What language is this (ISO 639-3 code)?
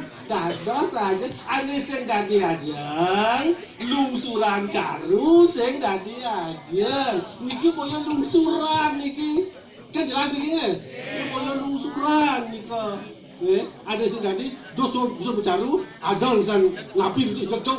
ban